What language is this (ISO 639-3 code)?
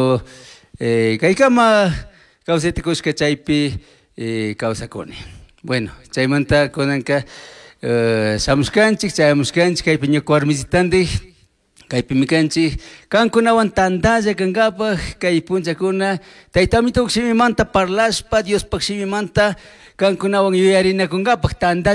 qug